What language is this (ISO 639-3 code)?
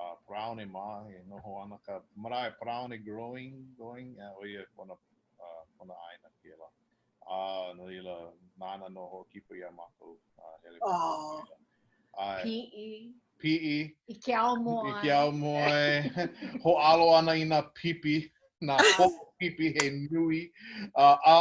haw